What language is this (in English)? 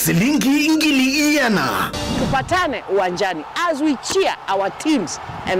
Kamba